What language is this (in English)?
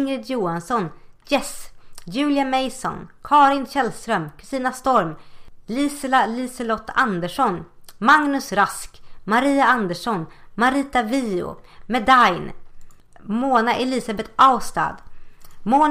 Swedish